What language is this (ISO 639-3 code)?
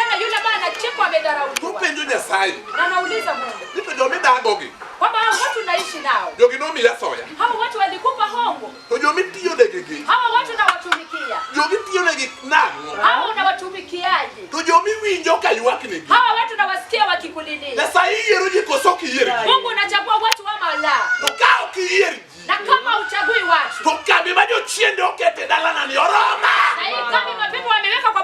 luo